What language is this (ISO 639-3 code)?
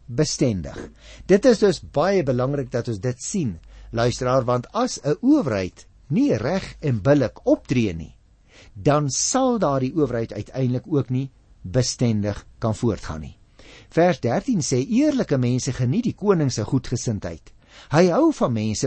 afr